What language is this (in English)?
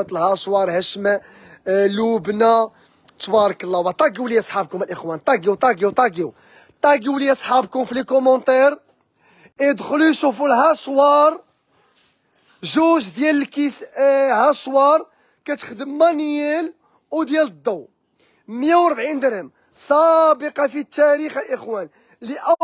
Moroccan Arabic